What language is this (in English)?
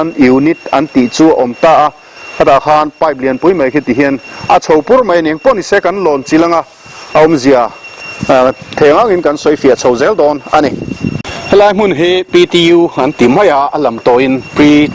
Mizo